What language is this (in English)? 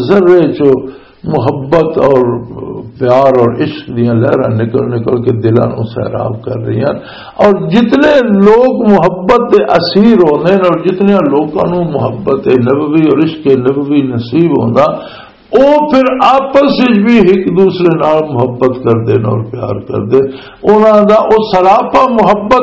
Western Panjabi